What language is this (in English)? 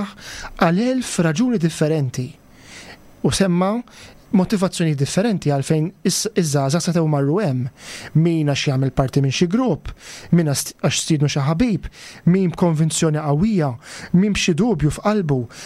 Maltese